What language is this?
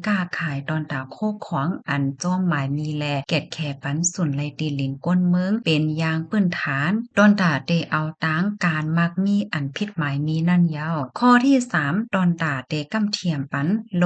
Shan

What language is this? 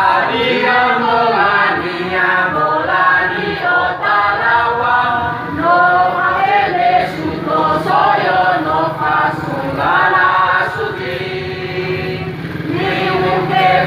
Nias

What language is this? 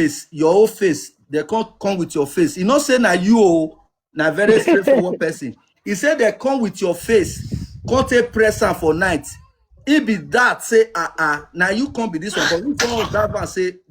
Nigerian Pidgin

